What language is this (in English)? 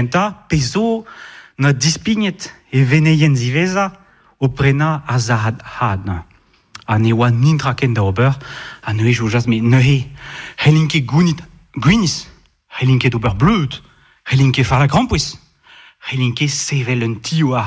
Breton